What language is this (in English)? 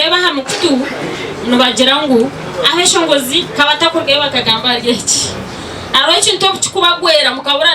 Nyankole